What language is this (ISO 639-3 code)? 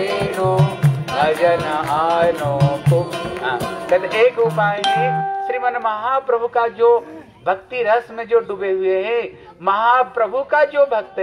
hin